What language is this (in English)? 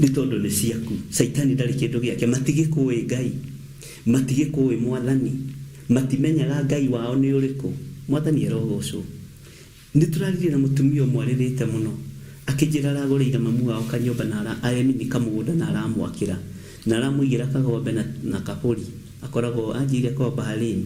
Kikuyu